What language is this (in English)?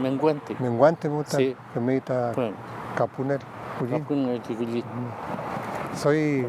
Mapuche